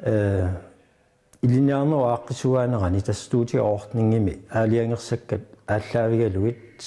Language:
Kalaallisut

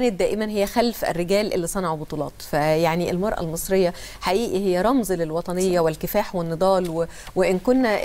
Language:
Egyptian Arabic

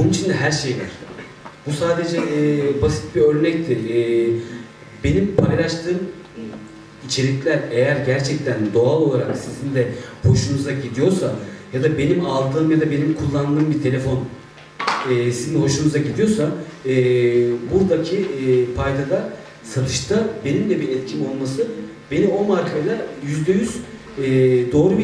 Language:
Turkish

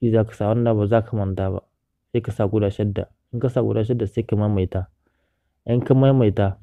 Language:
Hausa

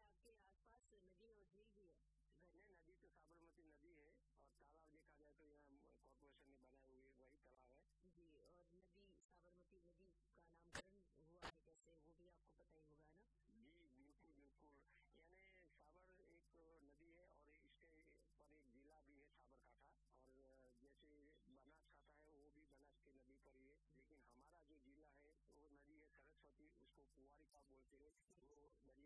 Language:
Hindi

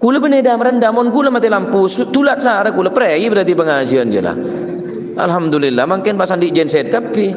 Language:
Madurese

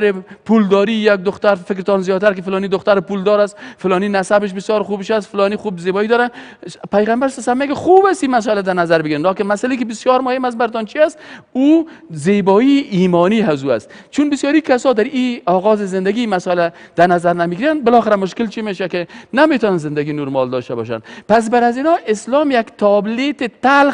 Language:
Persian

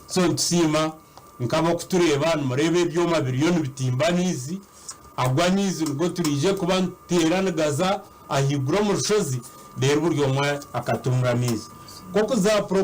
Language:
Nyankole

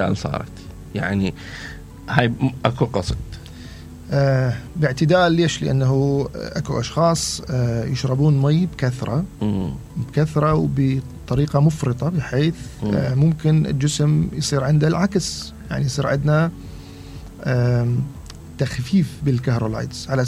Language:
Mesopotamian Arabic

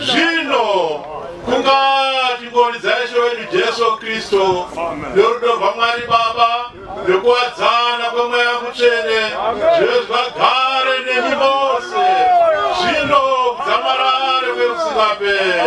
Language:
Shona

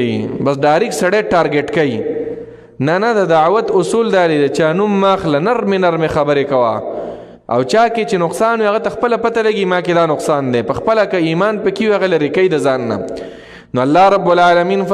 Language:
Pashto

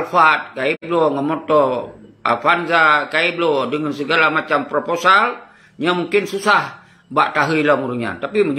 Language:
Achinese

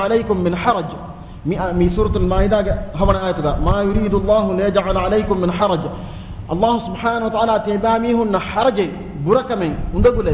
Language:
Divehi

